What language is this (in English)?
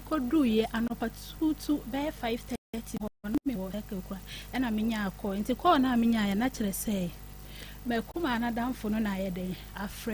Akan